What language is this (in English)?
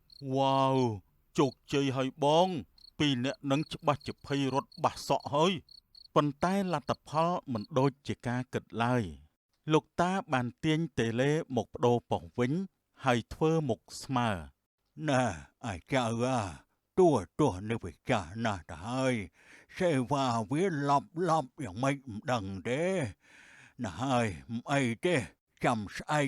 Khmer